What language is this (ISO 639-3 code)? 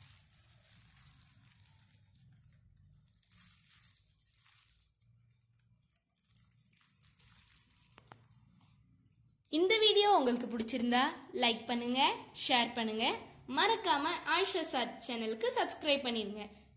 tam